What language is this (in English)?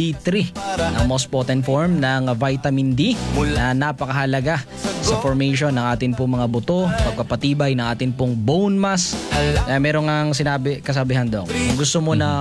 Filipino